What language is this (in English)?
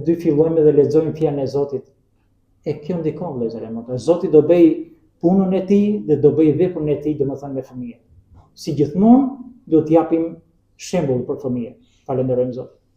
Albanian